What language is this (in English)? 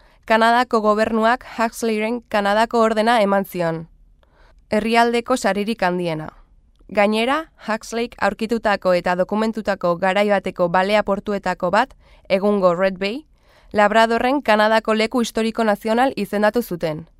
Basque